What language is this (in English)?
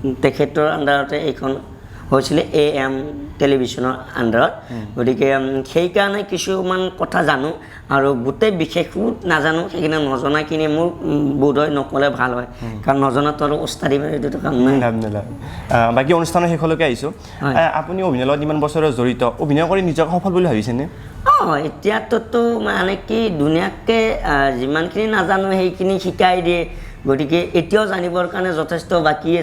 Assamese